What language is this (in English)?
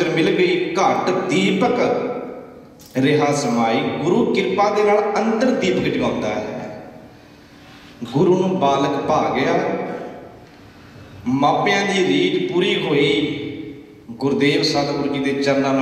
Punjabi